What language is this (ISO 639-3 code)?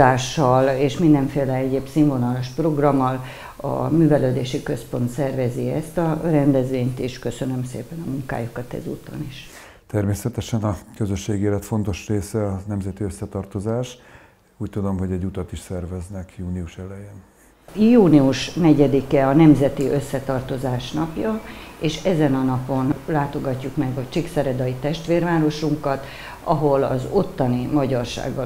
hun